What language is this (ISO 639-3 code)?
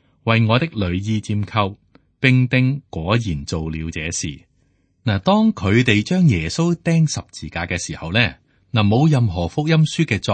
yue